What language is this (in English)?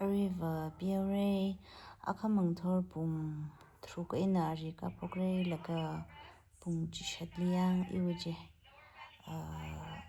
Tangkhul Naga (India)